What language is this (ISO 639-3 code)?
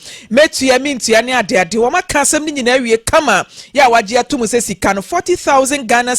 aka